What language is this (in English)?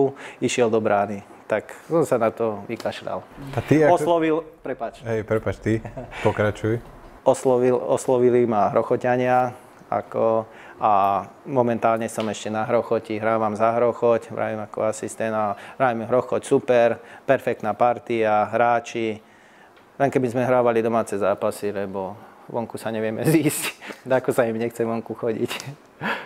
Slovak